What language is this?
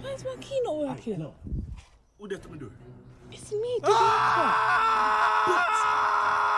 Jamaican Creole English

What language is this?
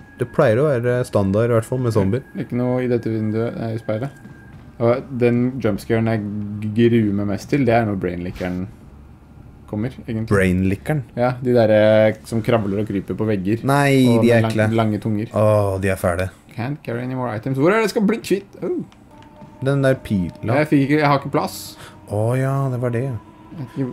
Norwegian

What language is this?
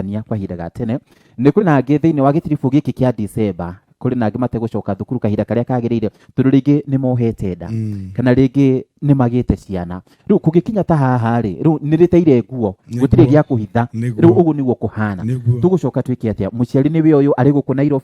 Kikuyu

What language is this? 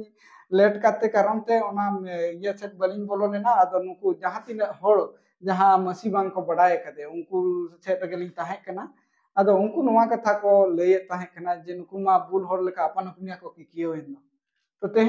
Santali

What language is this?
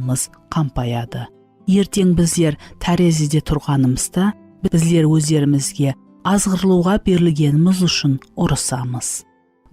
Kara-Kalpak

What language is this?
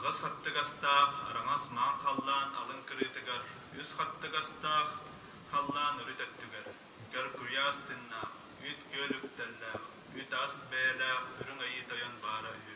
Yakut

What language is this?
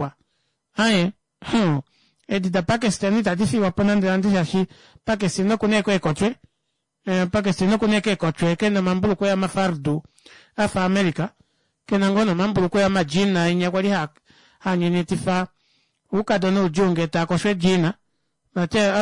Kuanyama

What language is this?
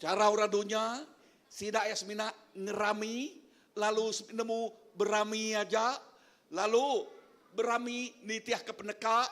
Iban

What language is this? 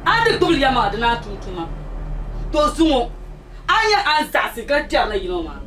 Dagbani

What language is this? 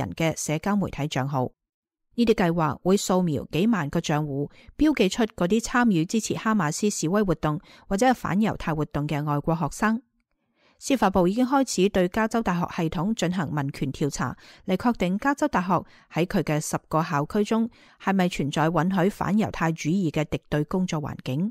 Cantonese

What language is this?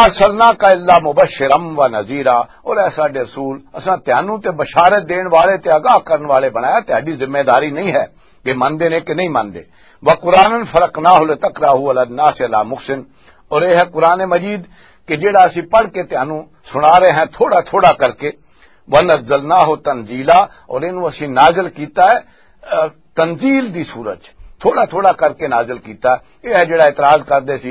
Western Panjabi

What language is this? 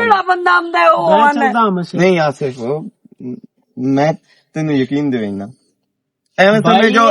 Western Panjabi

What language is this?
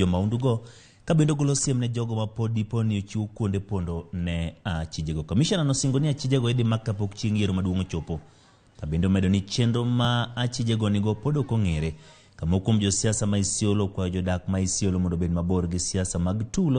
Luo (Kenya and Tanzania)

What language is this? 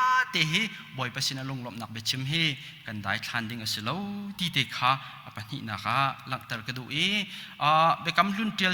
Hakha Chin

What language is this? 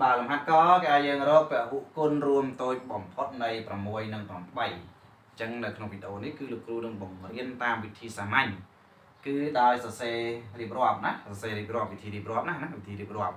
Khmer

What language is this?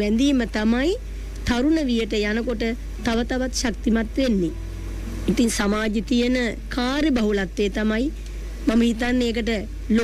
Sinhala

